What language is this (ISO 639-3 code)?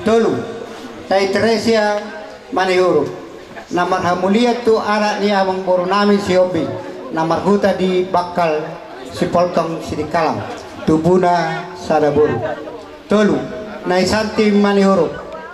bbc